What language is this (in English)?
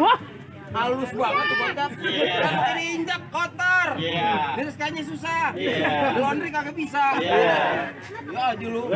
Betawi